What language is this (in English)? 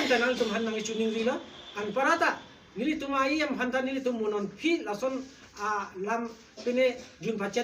Karbi